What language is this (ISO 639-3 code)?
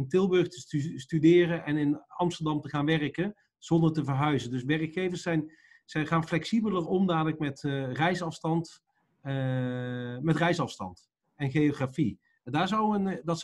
nld